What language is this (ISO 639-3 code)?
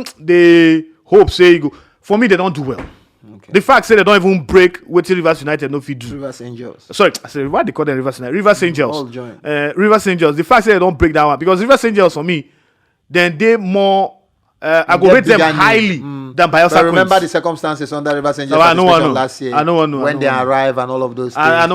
pcm